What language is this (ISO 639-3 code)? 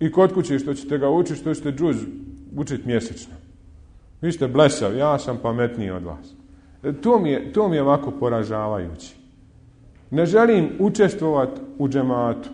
bos